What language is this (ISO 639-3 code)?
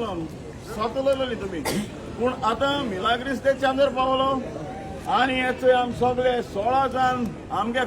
kok